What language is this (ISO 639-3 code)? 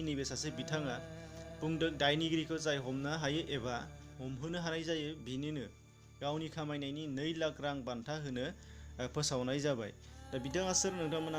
brx